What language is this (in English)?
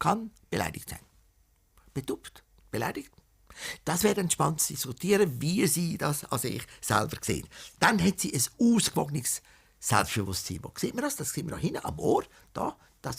Swiss German